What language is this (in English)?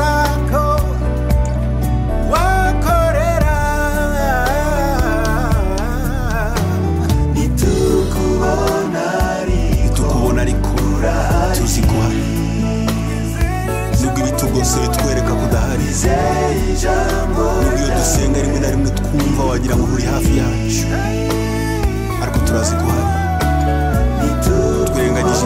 Kinyarwanda